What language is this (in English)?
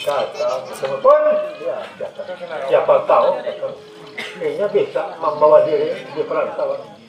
Banjar